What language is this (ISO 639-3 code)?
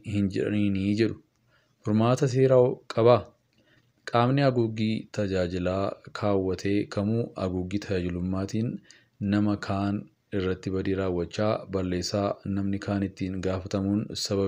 orm